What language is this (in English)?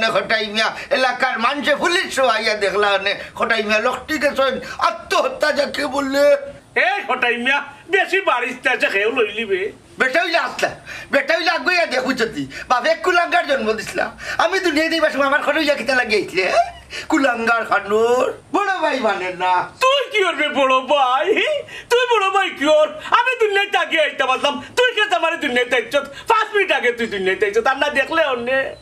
Sylheti